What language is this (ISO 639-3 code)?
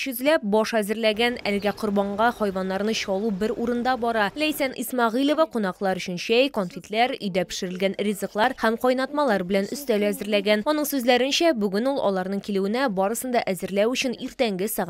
tat